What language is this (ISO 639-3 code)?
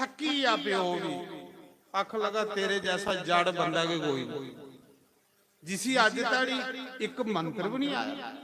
doi